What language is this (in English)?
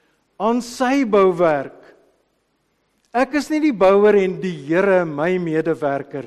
Afrikaans